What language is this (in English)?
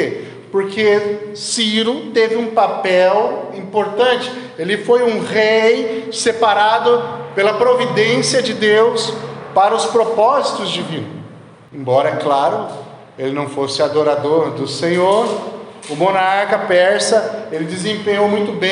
Portuguese